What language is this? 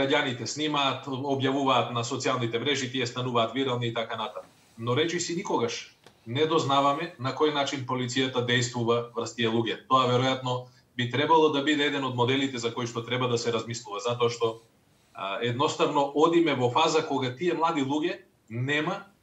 Macedonian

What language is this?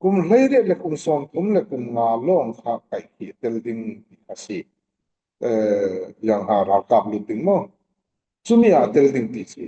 Falam Chin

